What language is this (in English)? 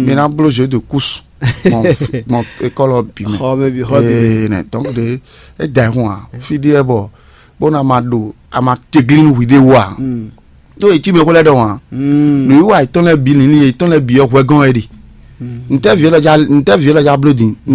Fon